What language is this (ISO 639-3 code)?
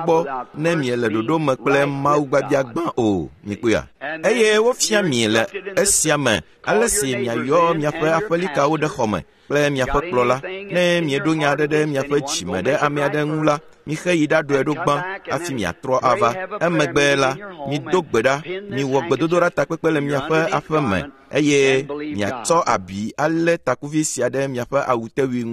ewe